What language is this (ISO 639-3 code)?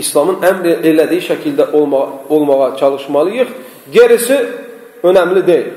aze